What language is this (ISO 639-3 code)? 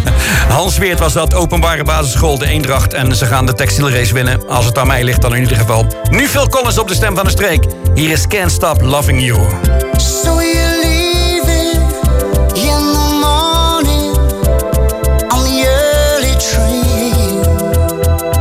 nld